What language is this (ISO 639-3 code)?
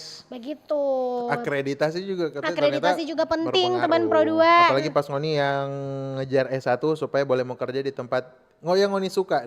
xmm